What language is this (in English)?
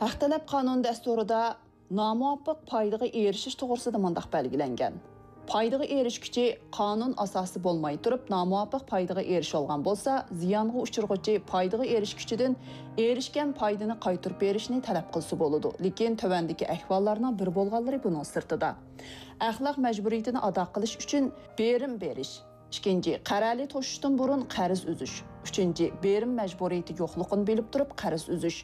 Uyghur